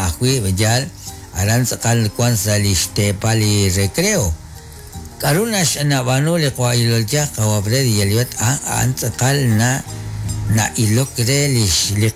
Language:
Kekchí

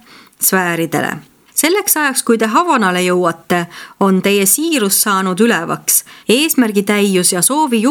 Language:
Estonian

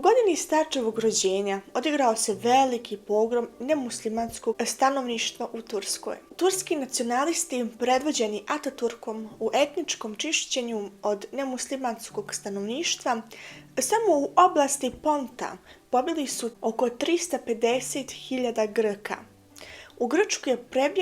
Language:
Bosnian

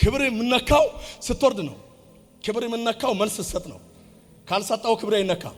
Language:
Amharic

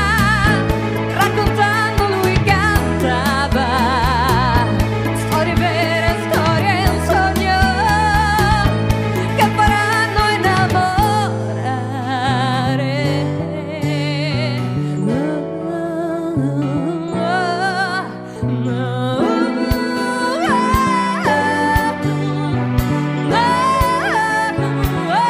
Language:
Italian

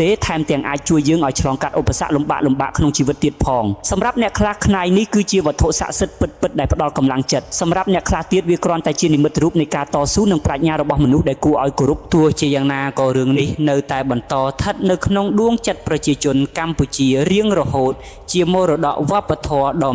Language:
Khmer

